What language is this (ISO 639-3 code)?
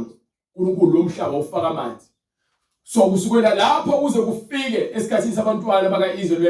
zul